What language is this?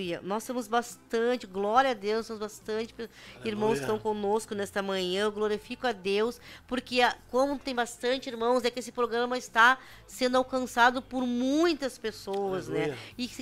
Portuguese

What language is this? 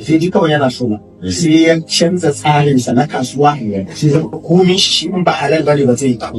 Hausa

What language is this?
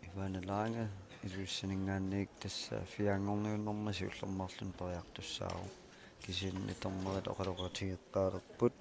Kalaallisut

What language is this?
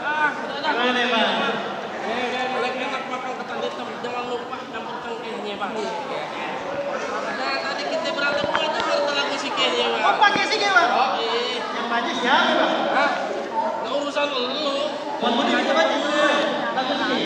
Betawi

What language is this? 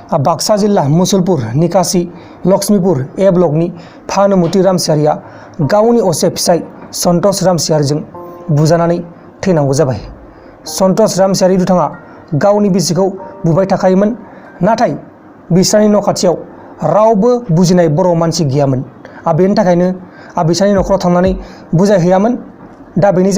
Bodo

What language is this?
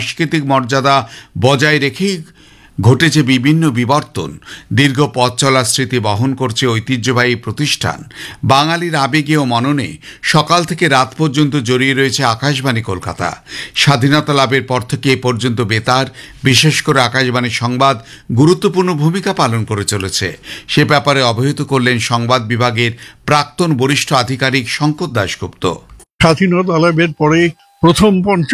Bangla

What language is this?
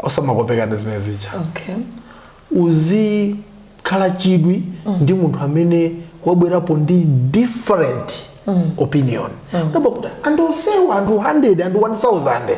Nyanja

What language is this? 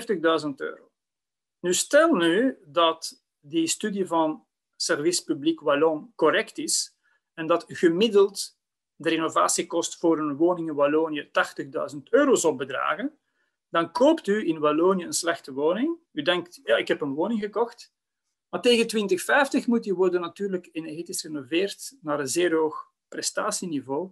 Dutch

